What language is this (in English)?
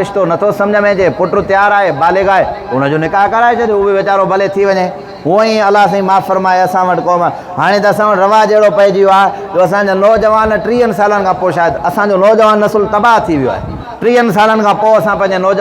Sindhi